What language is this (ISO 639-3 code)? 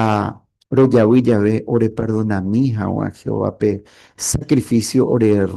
grn